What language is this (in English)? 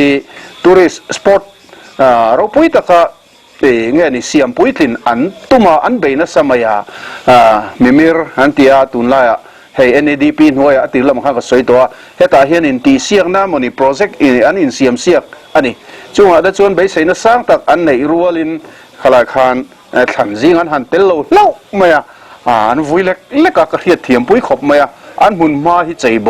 Mizo